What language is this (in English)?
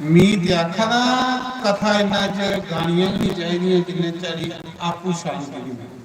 Dogri